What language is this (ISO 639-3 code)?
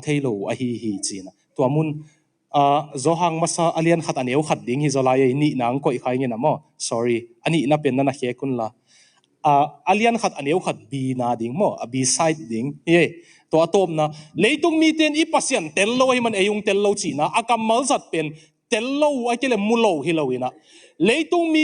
ctd